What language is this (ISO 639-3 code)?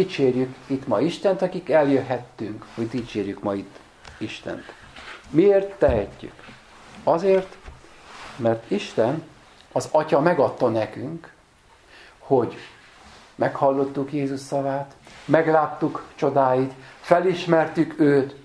hun